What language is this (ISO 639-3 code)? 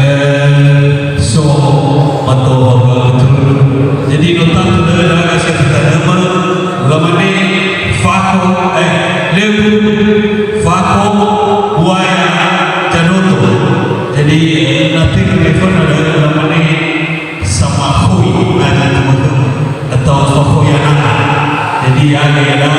nia